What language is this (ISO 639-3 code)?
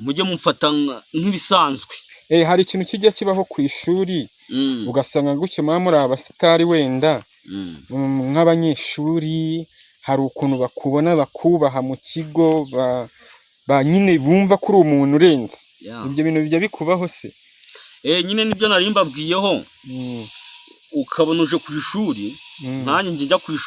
kin